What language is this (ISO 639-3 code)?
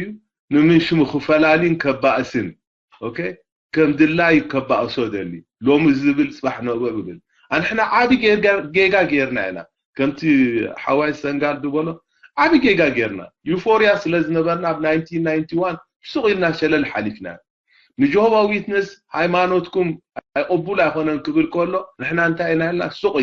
tir